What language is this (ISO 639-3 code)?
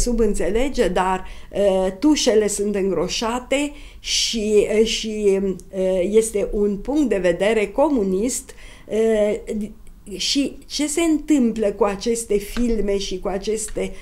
ron